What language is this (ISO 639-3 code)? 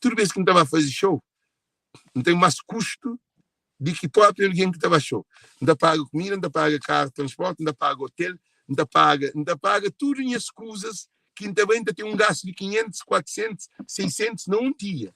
kea